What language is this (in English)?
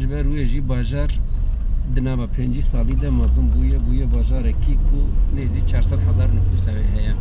Kurdish